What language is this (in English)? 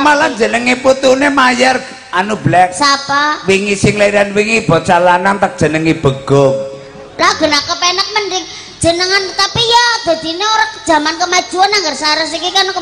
Javanese